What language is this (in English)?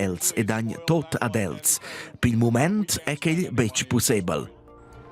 Romansh